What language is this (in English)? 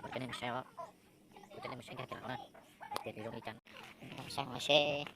Hmong